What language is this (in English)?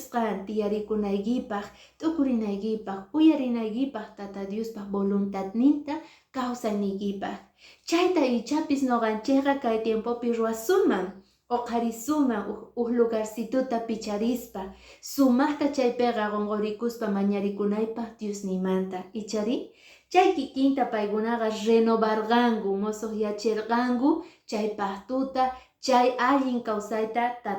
Quechua